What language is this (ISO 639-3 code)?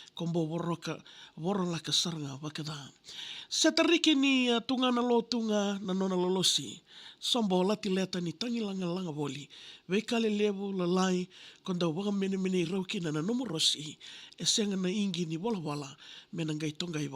fij